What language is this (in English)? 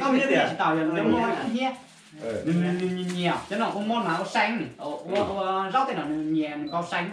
Hmong